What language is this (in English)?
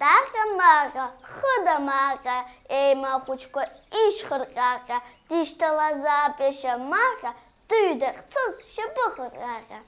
Abkhazian